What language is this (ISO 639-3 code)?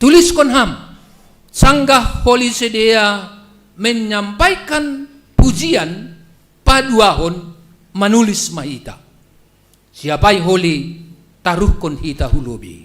bts